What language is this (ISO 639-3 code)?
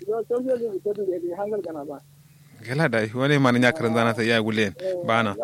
kau